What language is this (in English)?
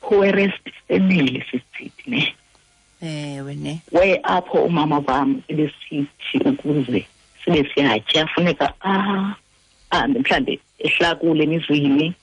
Xhosa